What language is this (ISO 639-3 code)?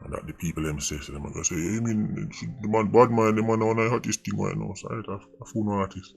jam